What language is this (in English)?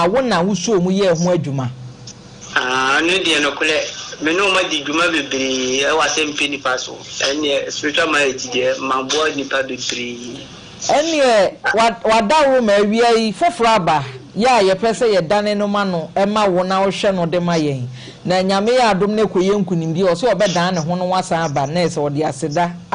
Akan